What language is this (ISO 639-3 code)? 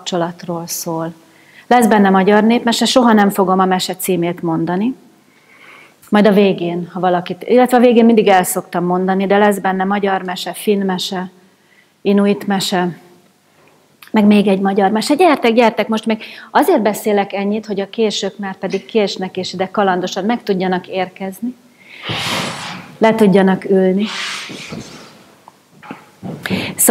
hun